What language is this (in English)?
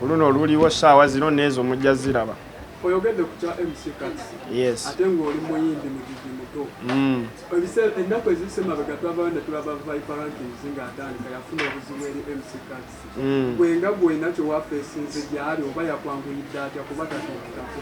Ganda